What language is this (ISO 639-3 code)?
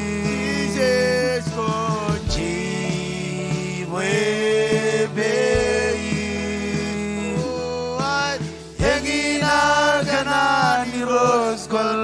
mah